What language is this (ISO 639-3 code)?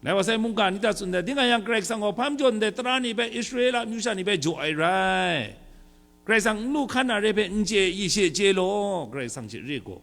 kac